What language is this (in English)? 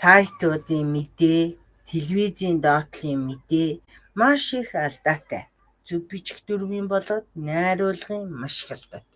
Mongolian